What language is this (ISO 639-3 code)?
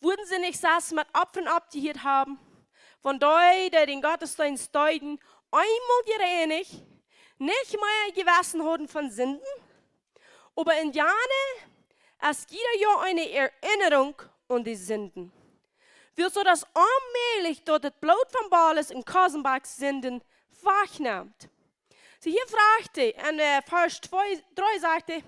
pdt